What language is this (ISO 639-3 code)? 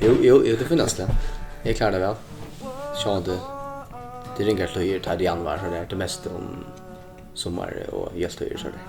fao